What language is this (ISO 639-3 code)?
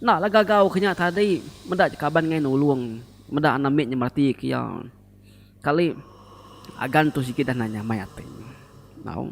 iba